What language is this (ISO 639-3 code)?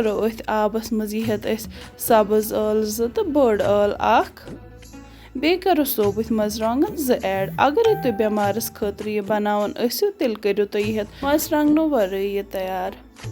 kas